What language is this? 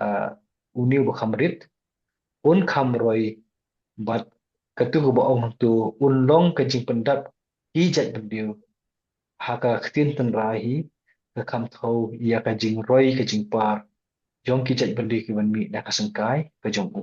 Khasi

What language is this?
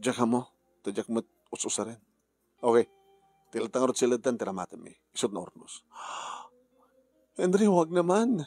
Iloko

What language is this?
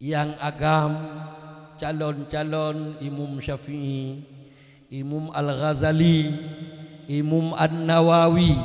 Achinese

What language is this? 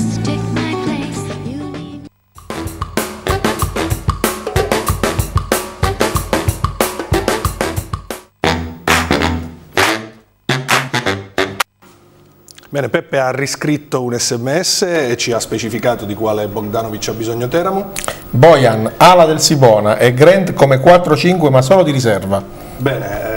Italian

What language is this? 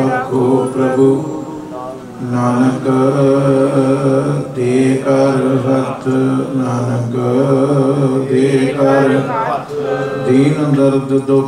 Punjabi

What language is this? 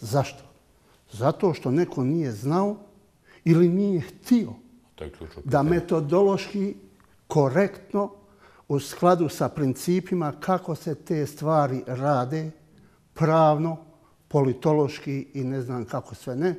Bosnian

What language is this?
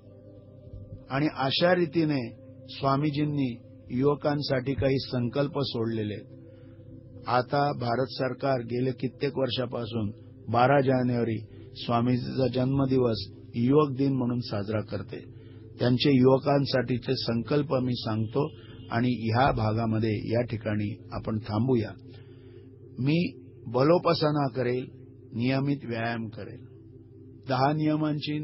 Marathi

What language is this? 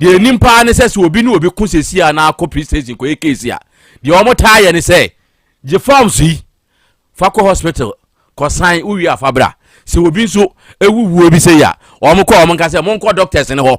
Akan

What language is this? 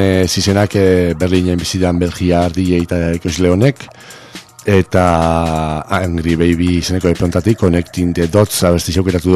Basque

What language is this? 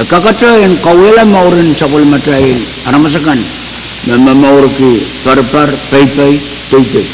Pohnpeian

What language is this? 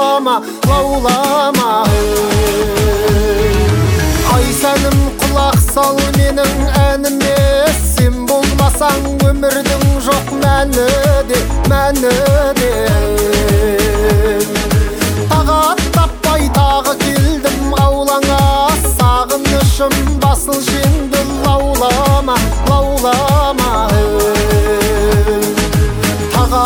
Kazakh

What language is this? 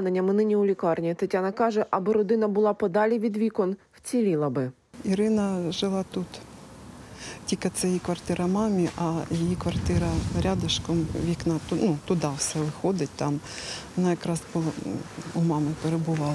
Ukrainian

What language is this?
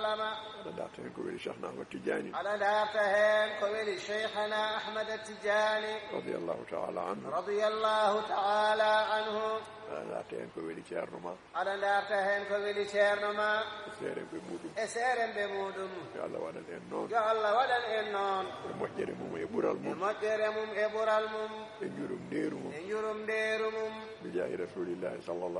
Fula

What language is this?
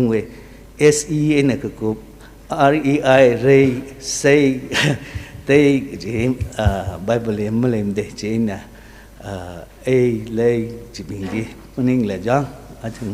Tangkhul Naga (India)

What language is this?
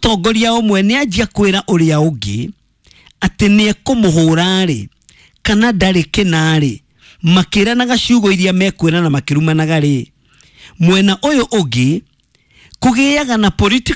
Kikuyu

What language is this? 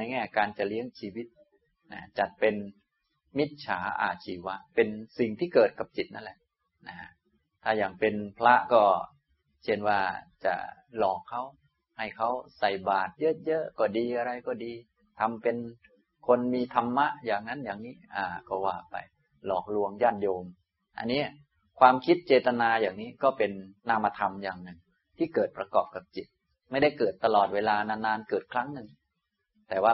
Thai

